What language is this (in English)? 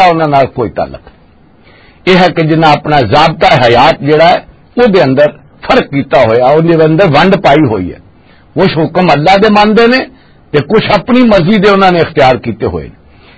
Western Panjabi